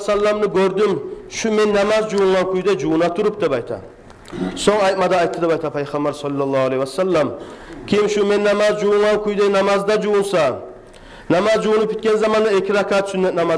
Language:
Kumyk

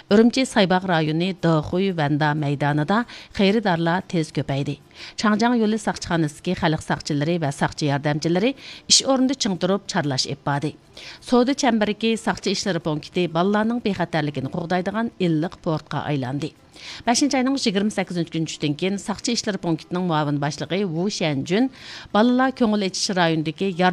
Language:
Uyghur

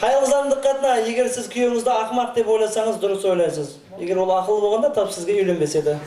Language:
Kara-Kalpak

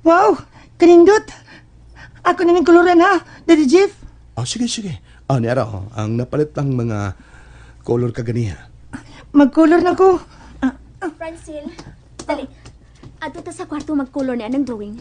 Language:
Cebuano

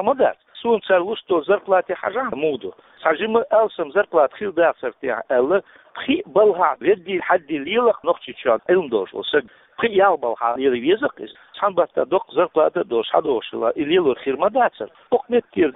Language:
Chechen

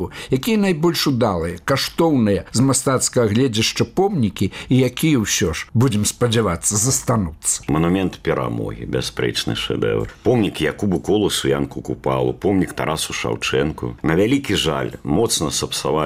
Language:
Belarusian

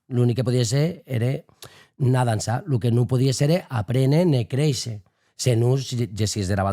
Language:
Occitan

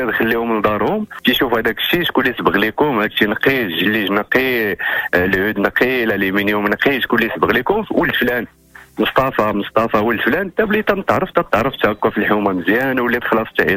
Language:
Moroccan Arabic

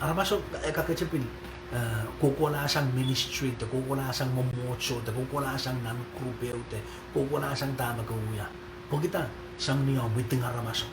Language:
Pohnpeian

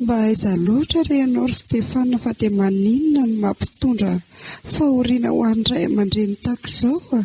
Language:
Malagasy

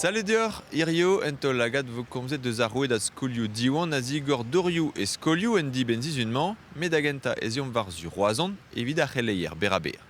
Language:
Breton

